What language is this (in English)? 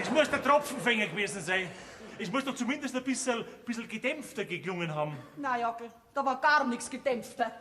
Bavarian